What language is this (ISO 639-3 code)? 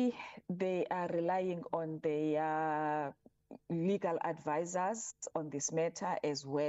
eng